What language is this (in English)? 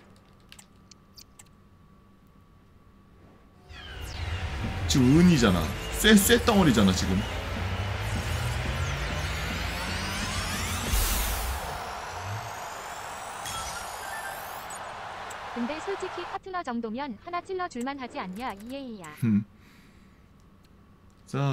Korean